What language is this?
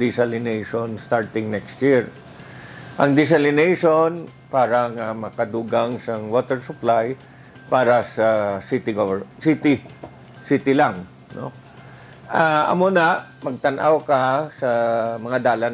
Hiligaynon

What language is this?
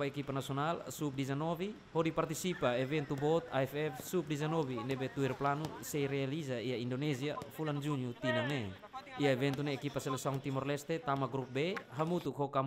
Tetum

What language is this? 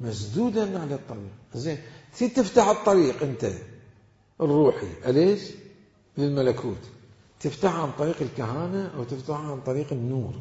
Mesopotamian Arabic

